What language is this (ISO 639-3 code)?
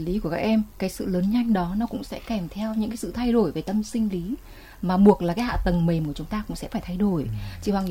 vie